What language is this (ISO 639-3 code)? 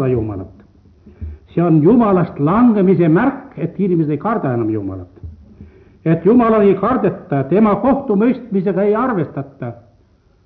est